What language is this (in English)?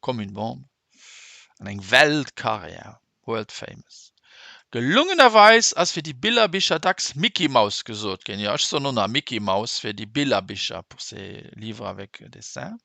Luxembourgish